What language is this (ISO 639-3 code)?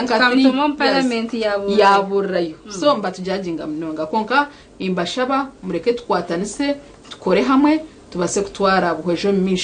nyn